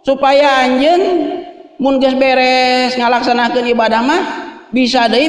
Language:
Sundanese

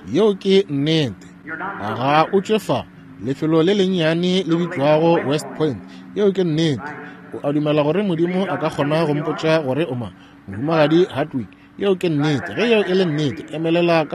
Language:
Northern Sotho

